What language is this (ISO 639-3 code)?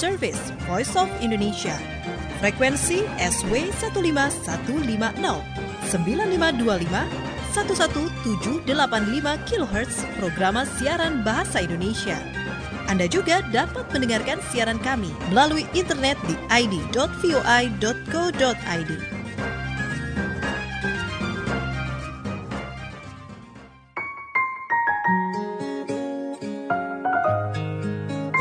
ind